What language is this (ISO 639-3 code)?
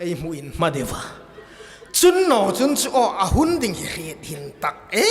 hmr